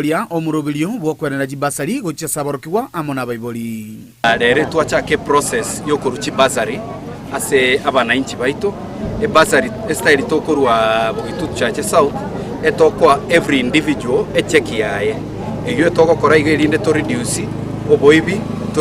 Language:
Gusii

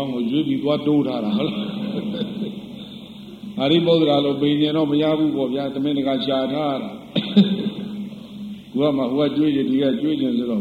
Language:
Burmese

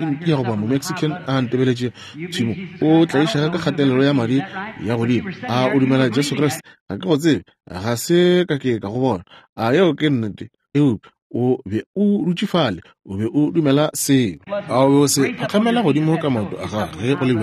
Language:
Northern Sotho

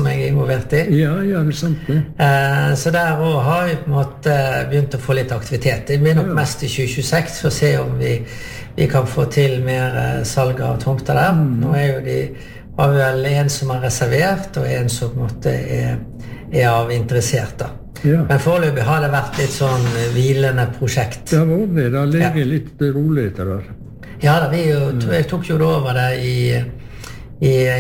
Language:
Norwegian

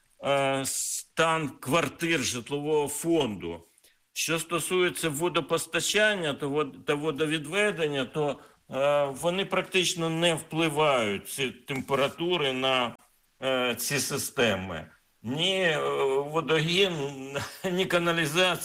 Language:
Ukrainian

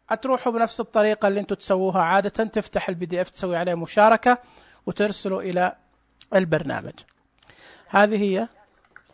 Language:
Najdi Arabic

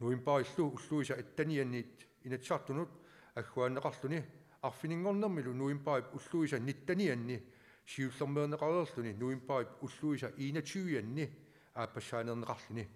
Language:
Kalaallisut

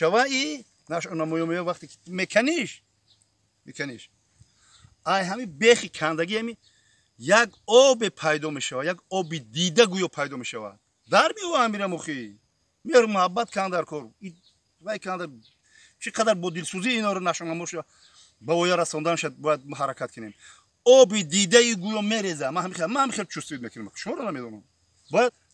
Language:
Tajik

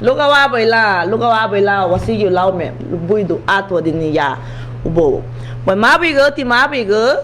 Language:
Garifuna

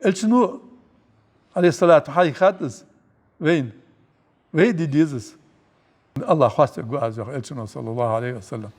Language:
Ingush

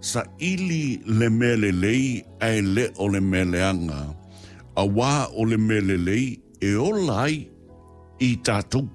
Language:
Samoan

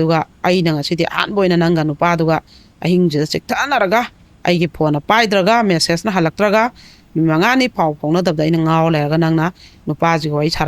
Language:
Manipuri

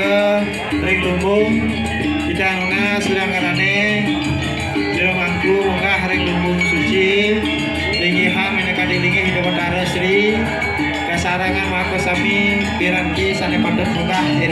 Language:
Balinese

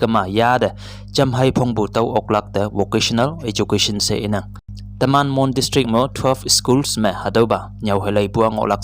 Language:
Konyak Naga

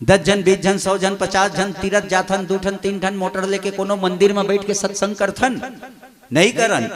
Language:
Chhattisgarhi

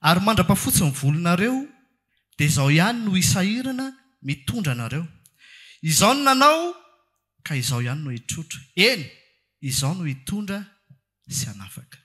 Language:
Malagasy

